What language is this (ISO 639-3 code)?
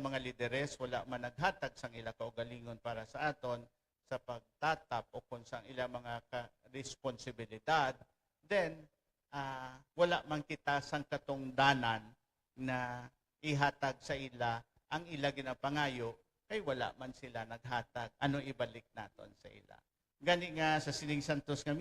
hil